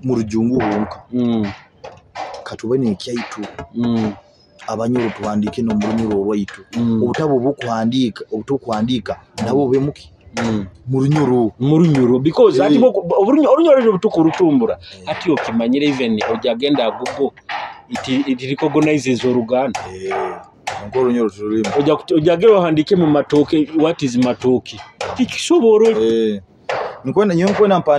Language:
Nyoro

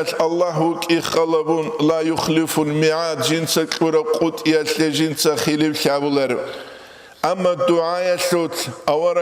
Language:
Avaric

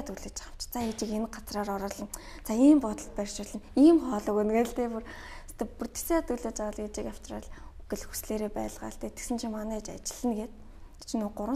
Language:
Mongolian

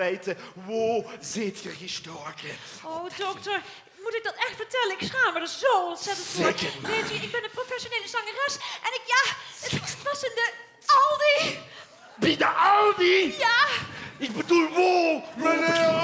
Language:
Limburgish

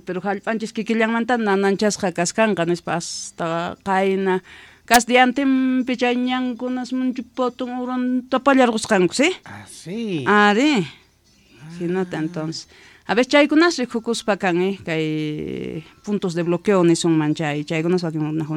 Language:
South Bolivian Quechua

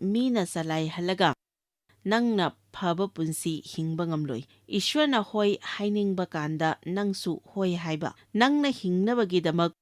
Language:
Manipuri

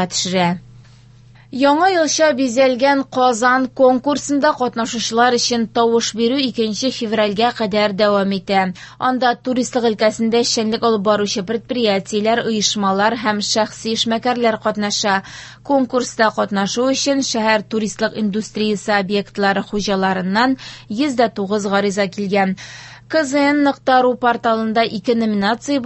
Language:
Tatar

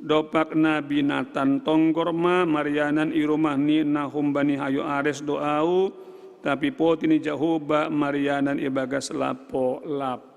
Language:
Batak Simalungun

